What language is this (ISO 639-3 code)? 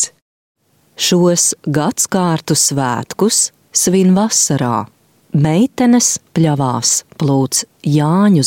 lav